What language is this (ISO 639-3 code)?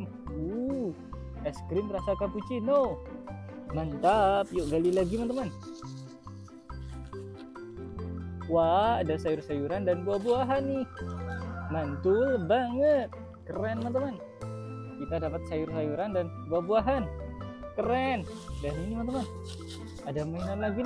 ind